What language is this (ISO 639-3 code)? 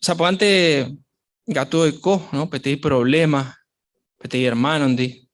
grn